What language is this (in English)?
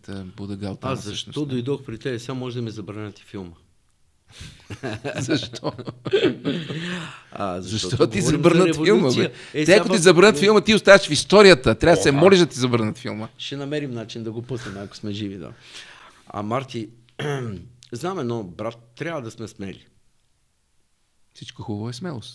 Bulgarian